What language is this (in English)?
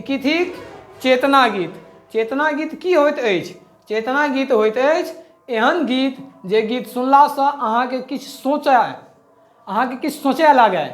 Maithili